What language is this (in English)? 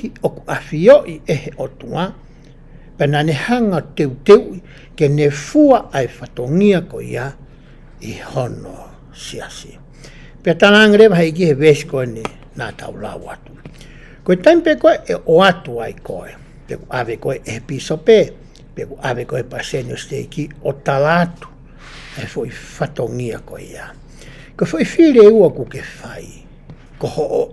Tongan